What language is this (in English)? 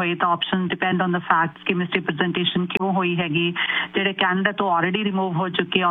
Punjabi